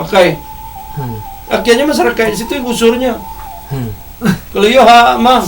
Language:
Minangkabau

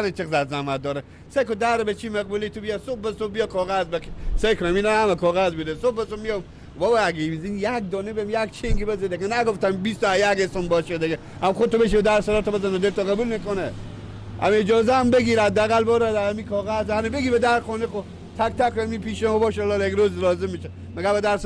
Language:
Persian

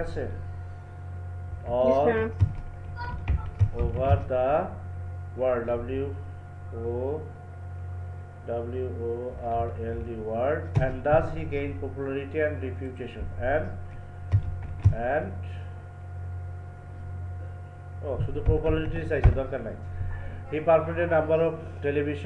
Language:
Bangla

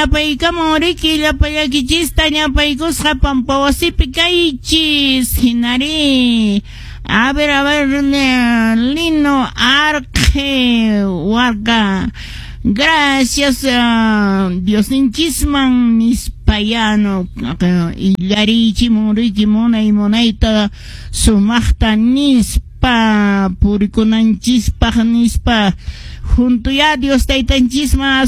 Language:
Quechua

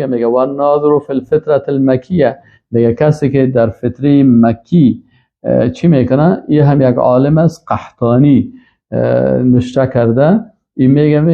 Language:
Persian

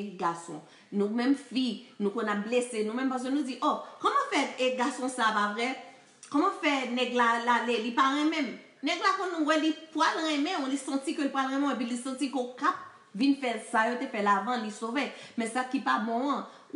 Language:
Haitian Creole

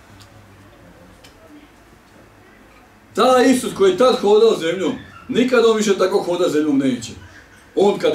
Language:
Bosnian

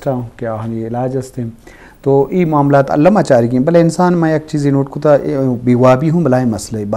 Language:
Eastern Balochi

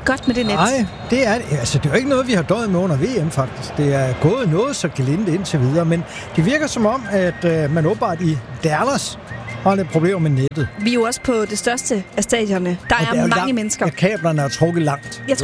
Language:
Danish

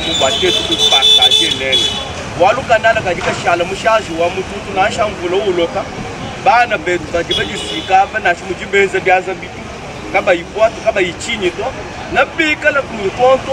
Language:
Luba-Lulua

